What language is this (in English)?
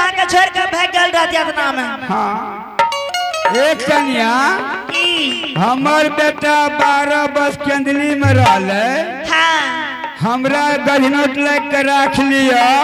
Angika